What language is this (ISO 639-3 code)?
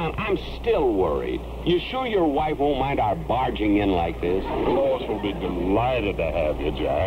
eng